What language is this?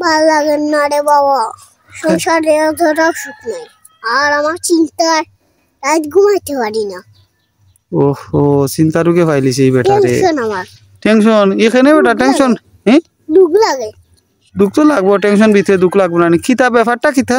Sylheti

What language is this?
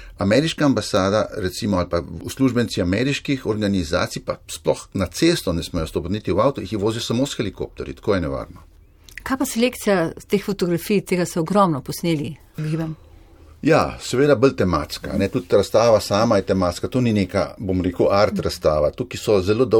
Slovenian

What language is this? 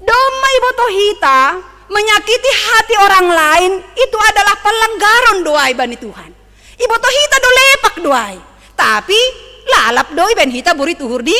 Batak Simalungun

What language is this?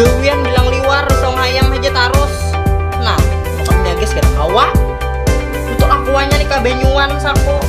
Banjar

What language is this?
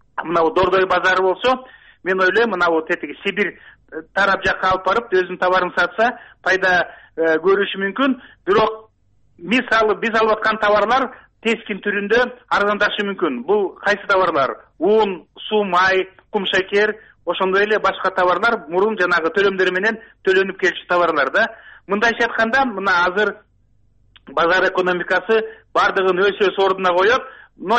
Kyrgyz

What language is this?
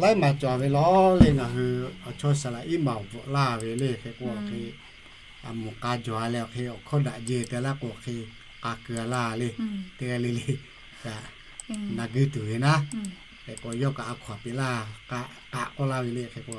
Lahu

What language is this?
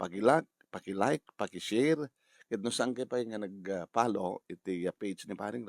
Iloko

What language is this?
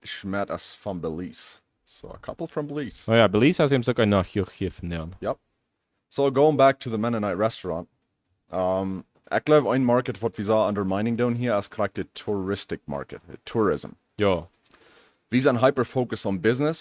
Plautdietsch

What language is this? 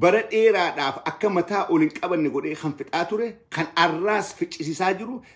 Oromo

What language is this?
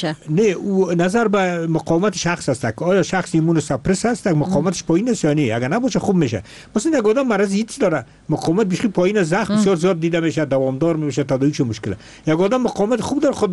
Persian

